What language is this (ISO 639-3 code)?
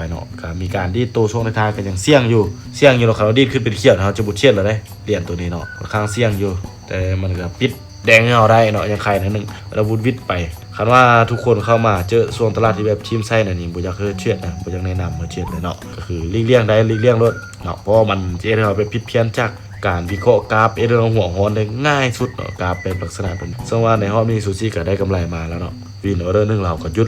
lao